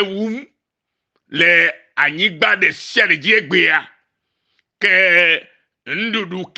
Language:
Ewe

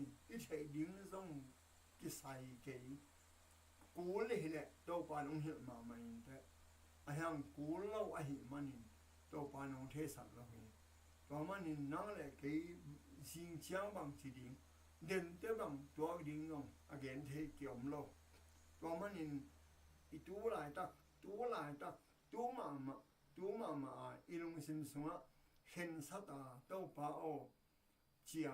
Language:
Tedim Chin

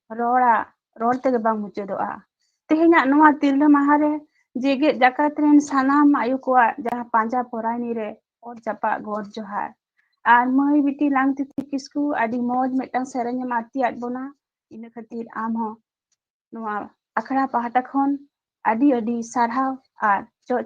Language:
Santali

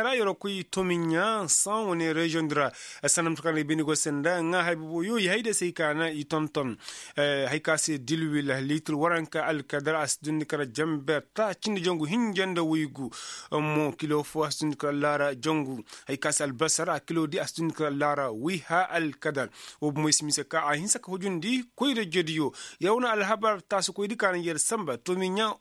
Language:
Koyraboro Senni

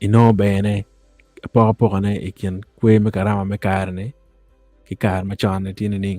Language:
Acoli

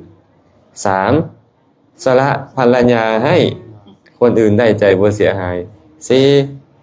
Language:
Lao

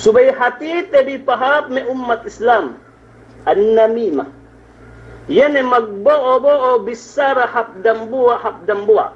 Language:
Yakan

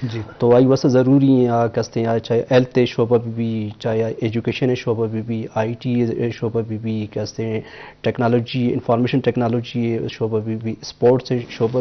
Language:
Eastern Balochi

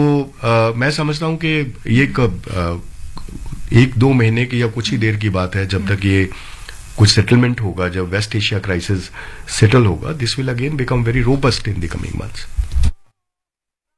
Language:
Hindi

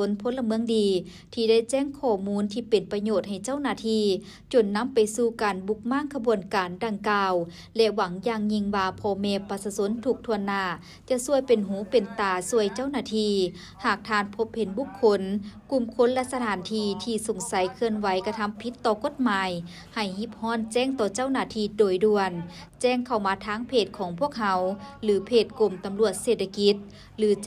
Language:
Lao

